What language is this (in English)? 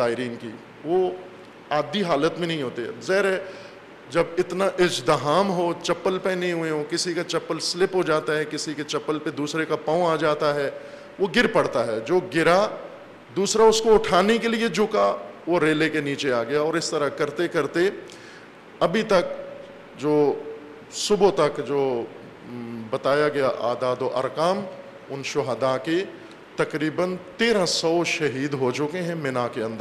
Urdu